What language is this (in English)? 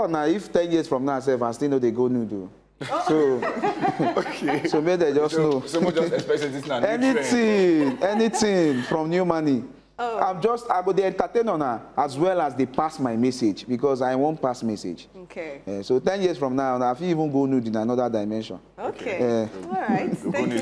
Nigerian Pidgin